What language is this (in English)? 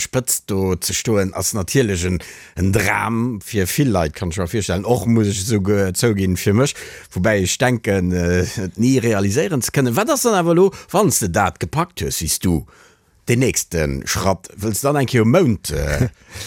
Luxembourgish